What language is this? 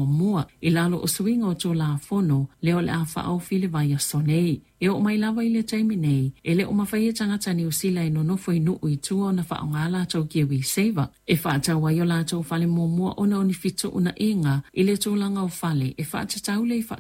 Samoan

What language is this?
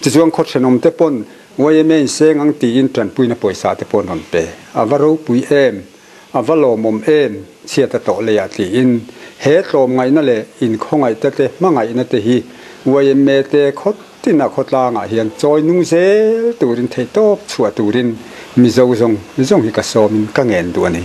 Mizo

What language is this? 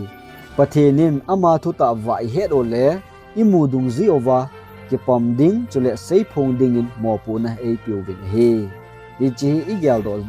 Thado Chin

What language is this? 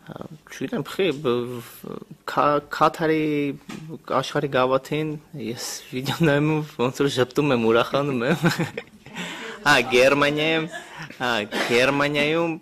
Armenian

